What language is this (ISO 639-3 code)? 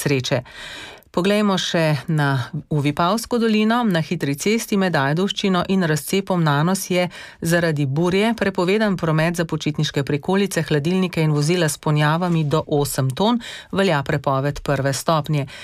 slv